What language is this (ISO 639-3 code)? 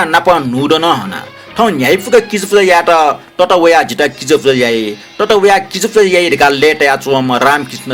new